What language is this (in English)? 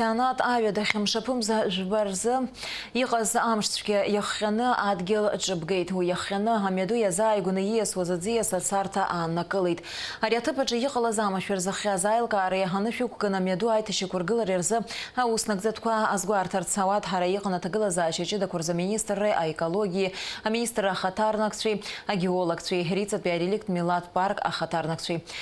Abkhazian